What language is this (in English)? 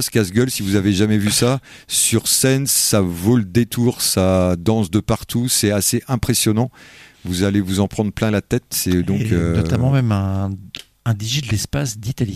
French